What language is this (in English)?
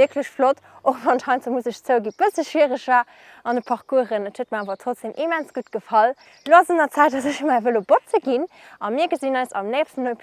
Luxembourgish